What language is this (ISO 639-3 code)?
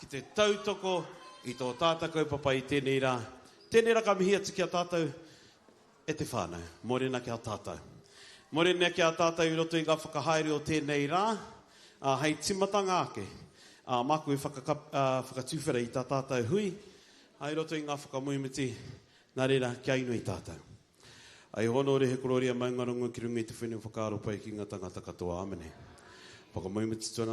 mri